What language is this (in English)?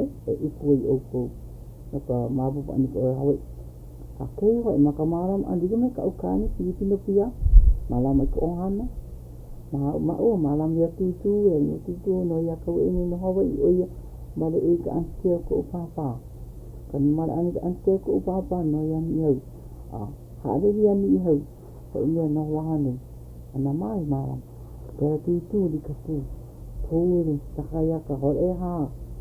Hawaiian